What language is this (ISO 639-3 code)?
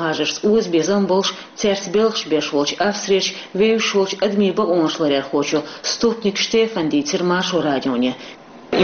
che